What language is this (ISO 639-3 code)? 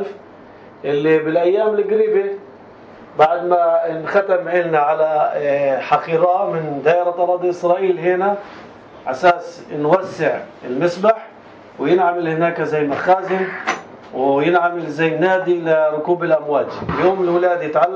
apc